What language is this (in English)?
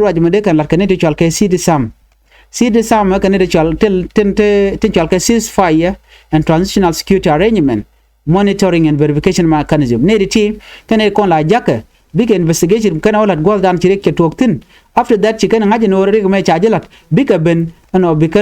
Nuer